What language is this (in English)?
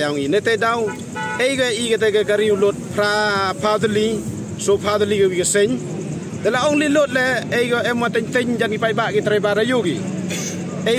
Pnar